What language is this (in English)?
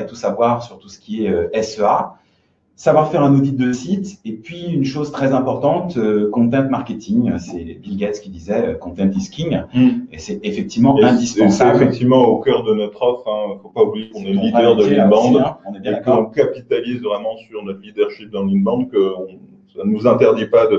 French